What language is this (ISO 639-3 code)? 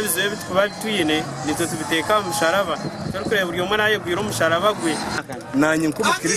nyn